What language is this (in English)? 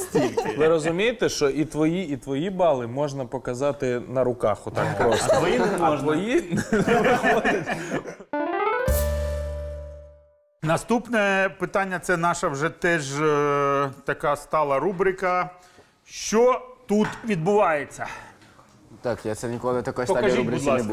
Ukrainian